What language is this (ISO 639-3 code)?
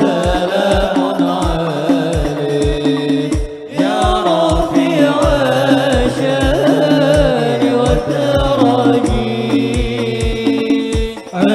bjn